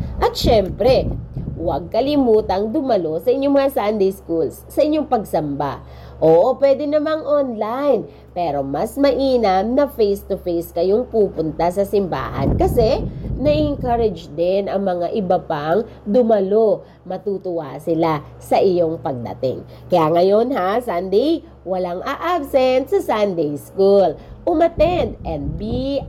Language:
Filipino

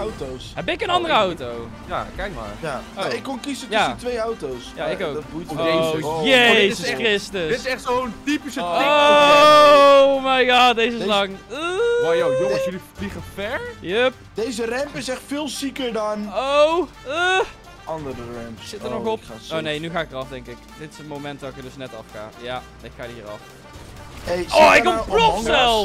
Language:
Dutch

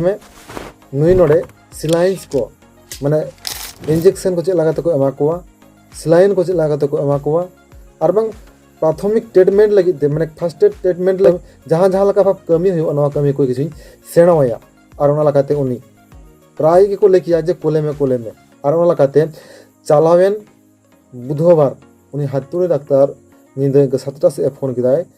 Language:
Santali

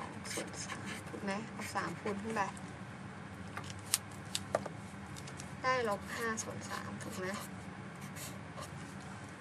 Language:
Thai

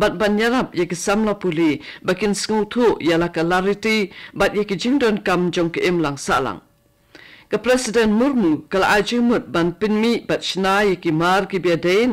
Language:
Khasi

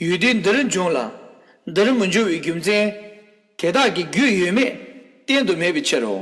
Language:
Tibetan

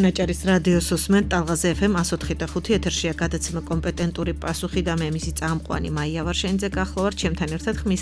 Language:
Georgian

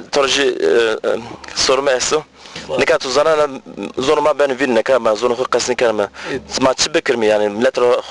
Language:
Zaza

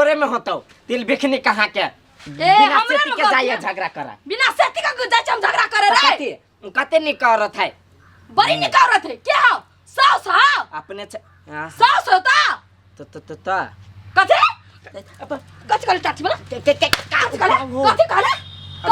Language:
Maithili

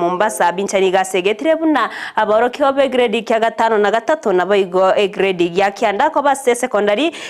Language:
Gusii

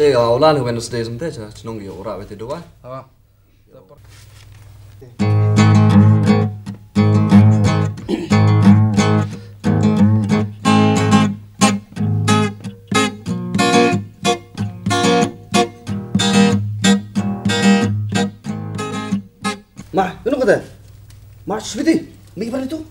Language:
Khasi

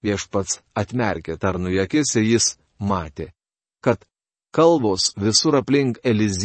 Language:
Lithuanian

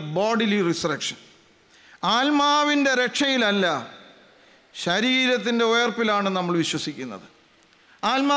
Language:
Malayalam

